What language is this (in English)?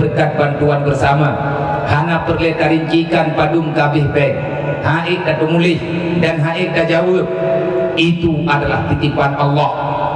Achinese